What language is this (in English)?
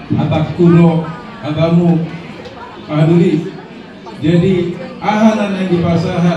Batak Toba